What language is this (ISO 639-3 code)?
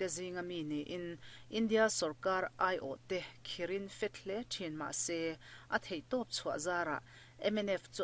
lus